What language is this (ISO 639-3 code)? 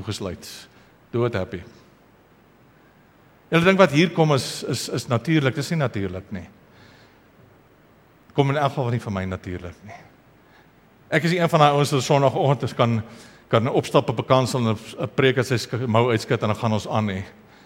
afr